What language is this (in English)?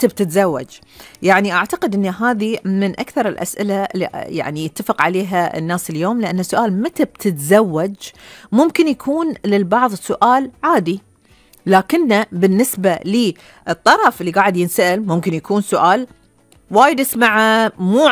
Gulf Arabic